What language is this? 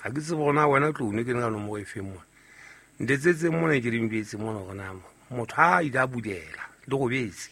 Southern Sotho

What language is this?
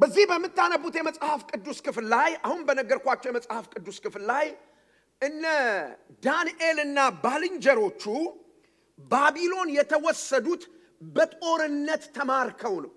Amharic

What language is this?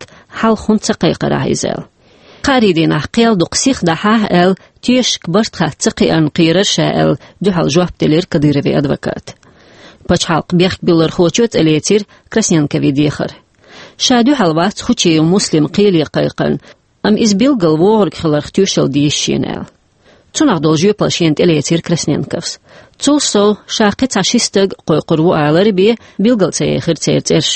Chechen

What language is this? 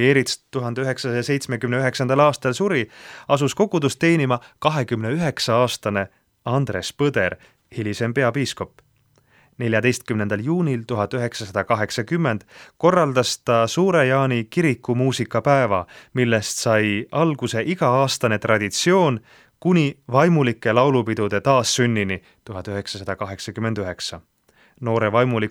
Estonian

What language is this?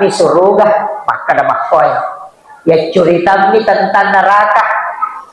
Buginese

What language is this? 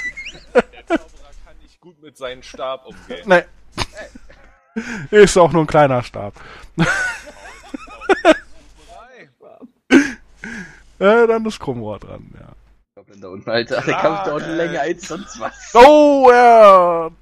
German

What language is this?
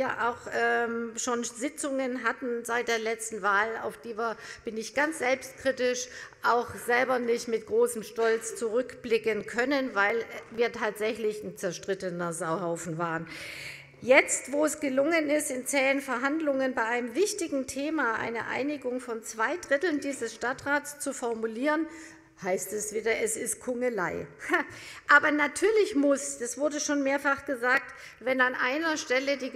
German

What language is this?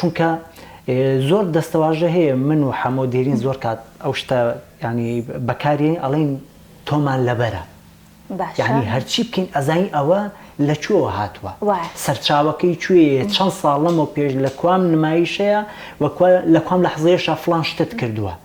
Central Kurdish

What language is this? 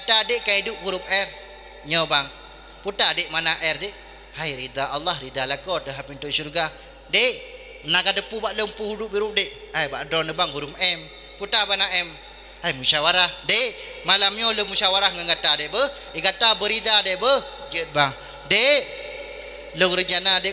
Achinese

